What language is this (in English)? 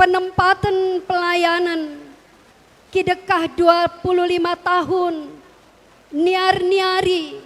Batak Karo